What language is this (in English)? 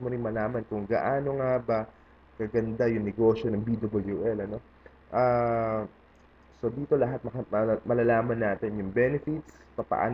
Filipino